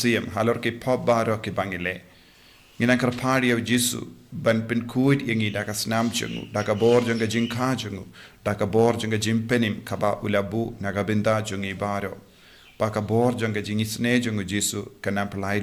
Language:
Khasi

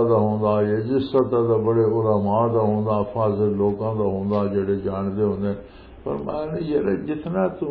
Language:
Western Panjabi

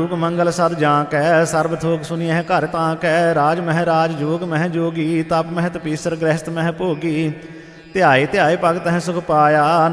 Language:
Punjabi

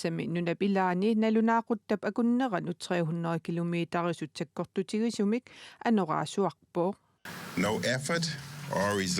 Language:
Kalaallisut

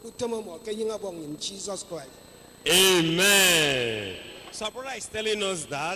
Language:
Ewe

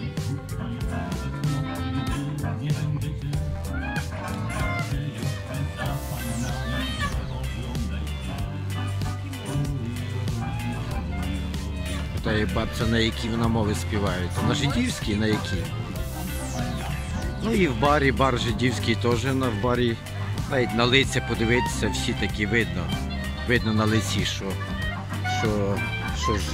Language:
Ukrainian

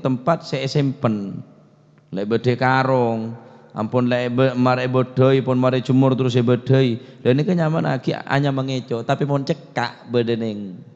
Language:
Madurese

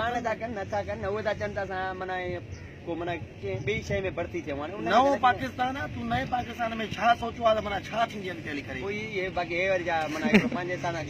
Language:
Sindhi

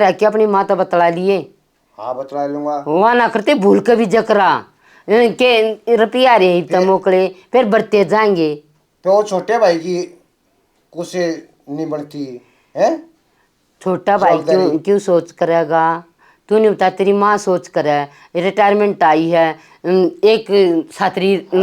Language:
Haryanvi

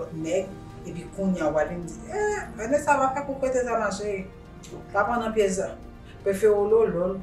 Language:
Haitian Creole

